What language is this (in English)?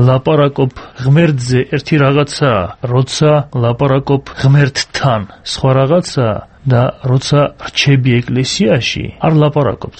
Georgian